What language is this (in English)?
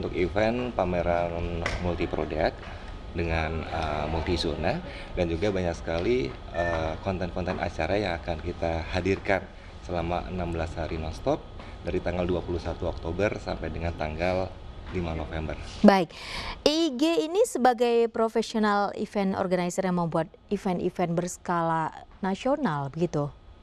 Indonesian